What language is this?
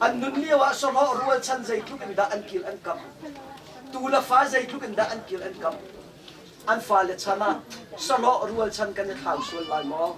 Hakha Chin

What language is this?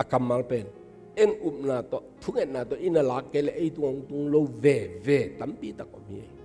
Tedim Chin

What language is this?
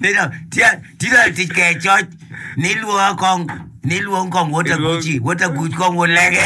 Acoli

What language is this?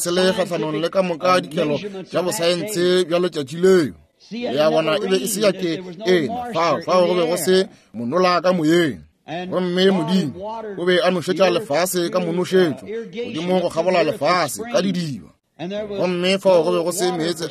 Northern Sotho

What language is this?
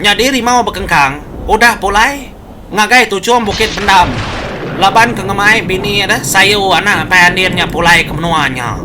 Iban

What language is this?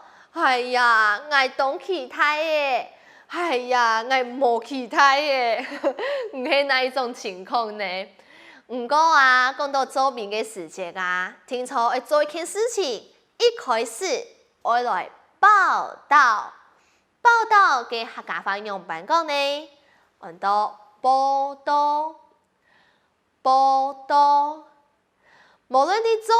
Hakka Chinese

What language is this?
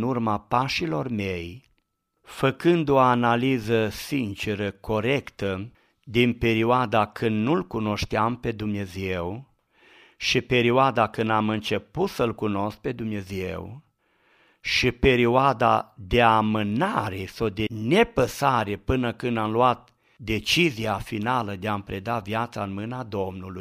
Romanian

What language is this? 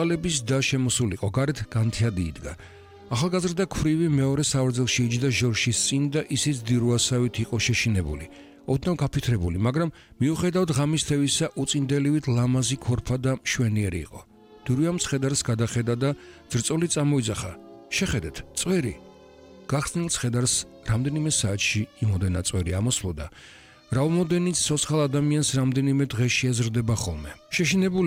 Georgian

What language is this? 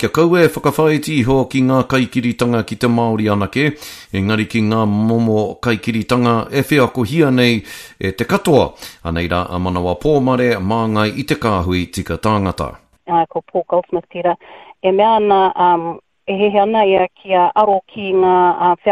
Māori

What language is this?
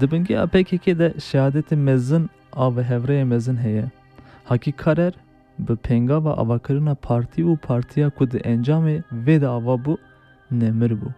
Kurdish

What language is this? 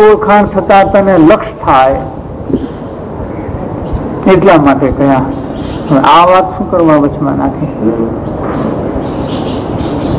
Gujarati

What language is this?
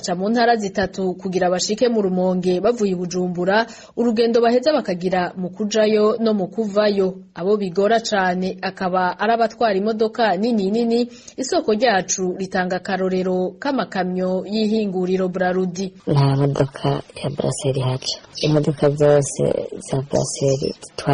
Rundi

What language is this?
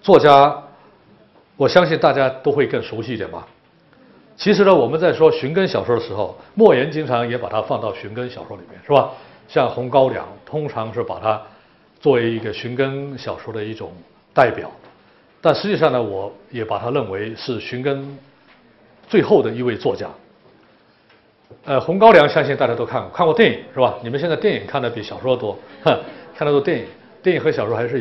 Chinese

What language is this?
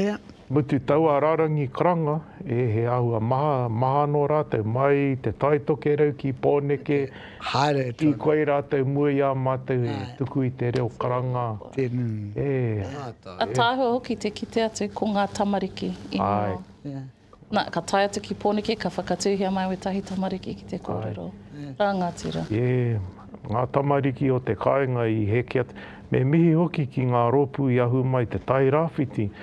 Māori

